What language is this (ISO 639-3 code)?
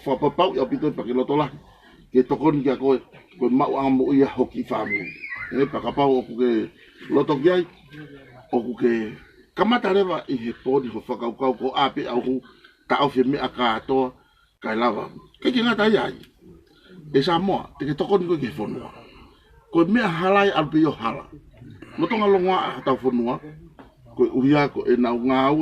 ton